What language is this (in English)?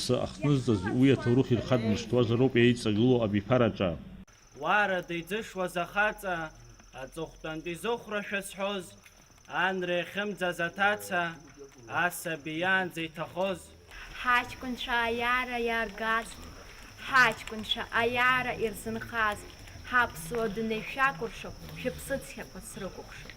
Abkhazian